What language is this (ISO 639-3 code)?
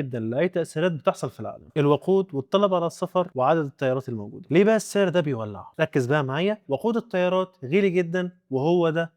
arz